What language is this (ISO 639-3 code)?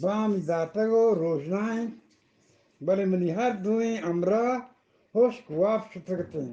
bgp